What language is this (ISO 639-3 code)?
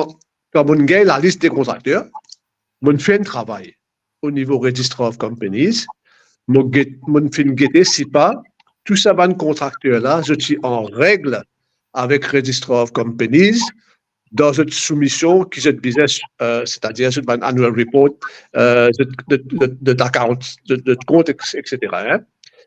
mfe